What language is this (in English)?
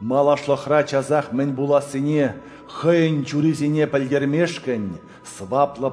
Chuvash